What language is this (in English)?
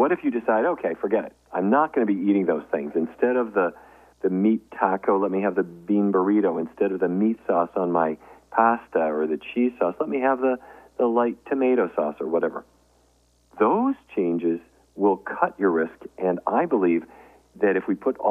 English